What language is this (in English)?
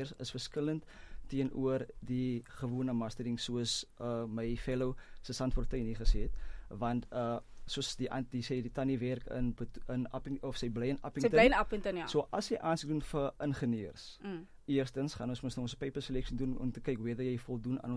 Afrikaans